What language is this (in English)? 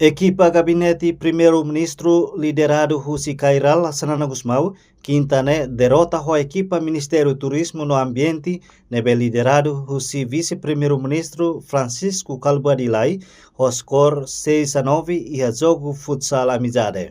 Tetum